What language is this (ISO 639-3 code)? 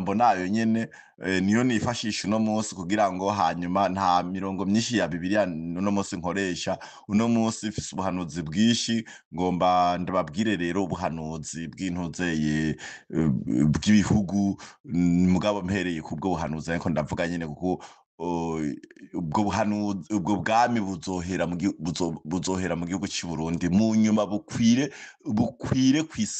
run